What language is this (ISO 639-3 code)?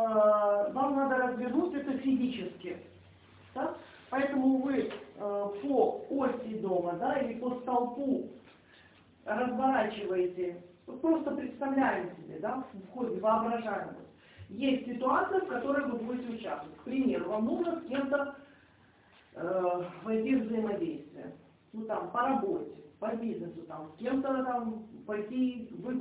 rus